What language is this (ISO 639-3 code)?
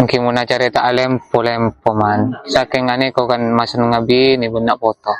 mad